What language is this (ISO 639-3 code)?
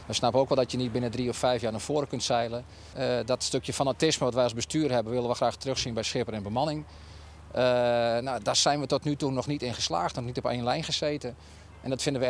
fry